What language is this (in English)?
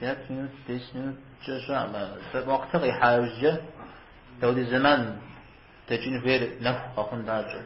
Kabardian